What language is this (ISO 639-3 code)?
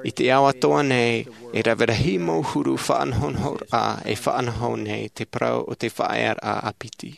tah